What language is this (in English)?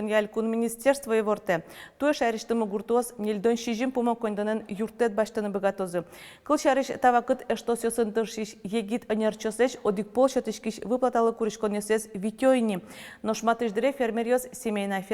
Udmurt